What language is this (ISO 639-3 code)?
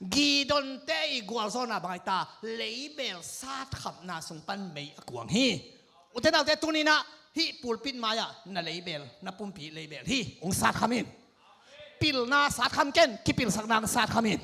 ctd